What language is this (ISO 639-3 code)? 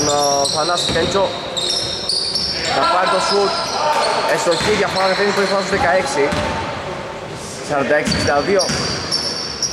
ell